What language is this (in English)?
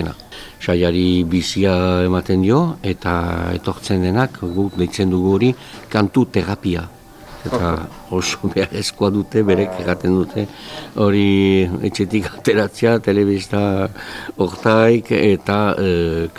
Basque